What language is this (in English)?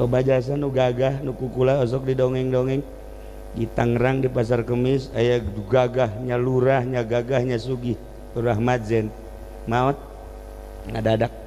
Sundanese